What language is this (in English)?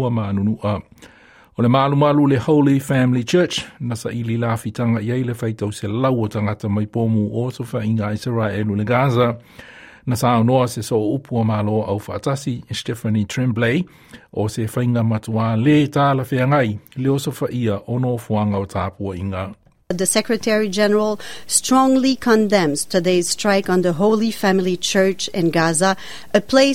Samoan